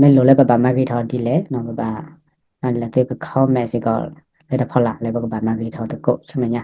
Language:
S'gaw Karen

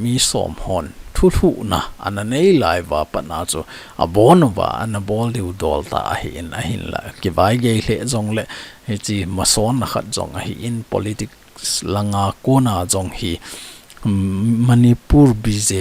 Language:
Thado Chin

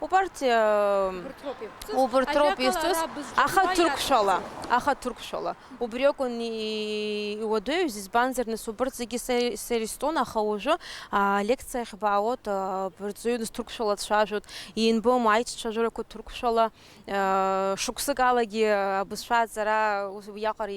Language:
Abkhazian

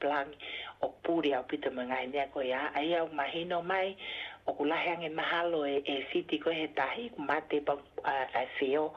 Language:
Tongan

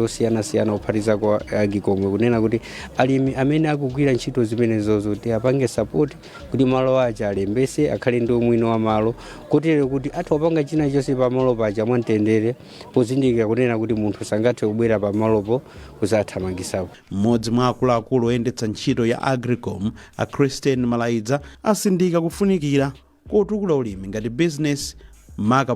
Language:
Nyanja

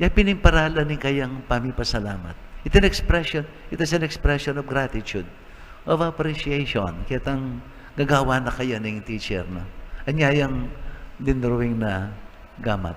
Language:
Pampanga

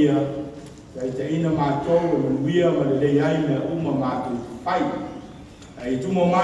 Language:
Samoan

